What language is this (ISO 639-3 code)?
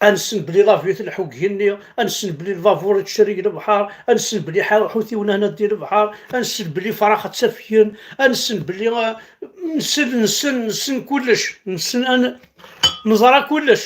kab